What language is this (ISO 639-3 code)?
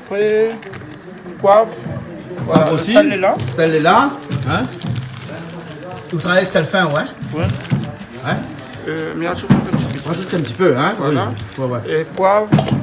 rcf